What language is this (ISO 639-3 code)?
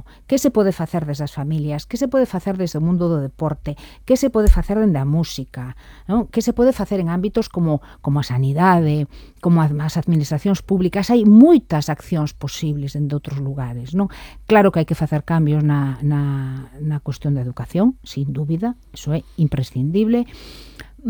glg